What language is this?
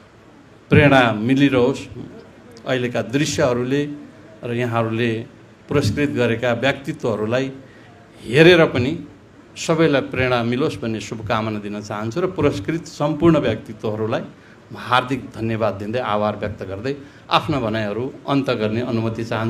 Nepali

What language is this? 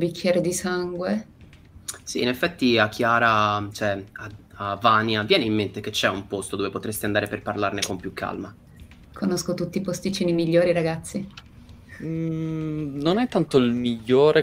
Italian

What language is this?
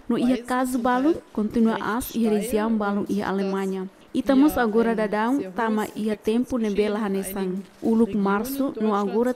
Tetum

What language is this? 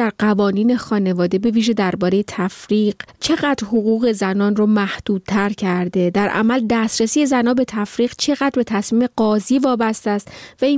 Persian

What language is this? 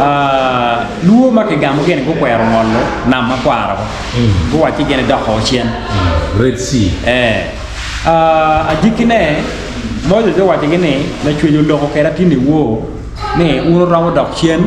Acoli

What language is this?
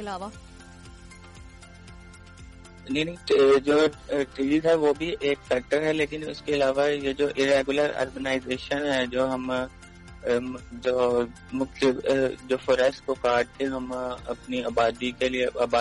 Urdu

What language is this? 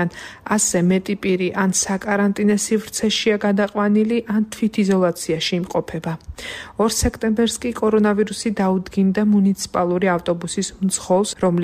Georgian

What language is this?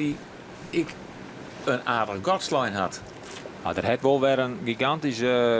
Western Frisian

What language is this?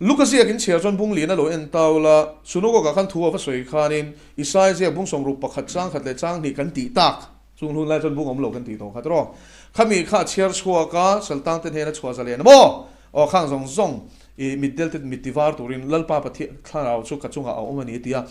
Mizo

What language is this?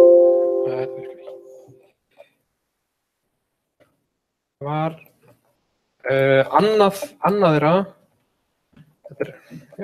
Icelandic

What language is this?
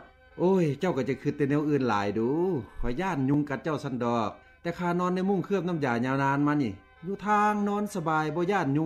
Lao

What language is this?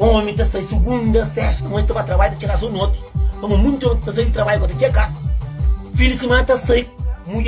Kabuverdianu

